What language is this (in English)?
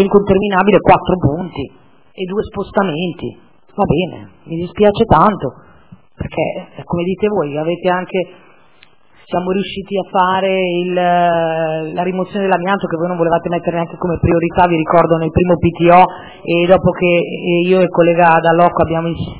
Italian